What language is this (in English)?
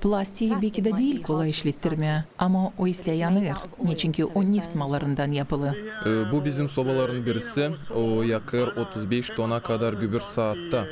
Gagauz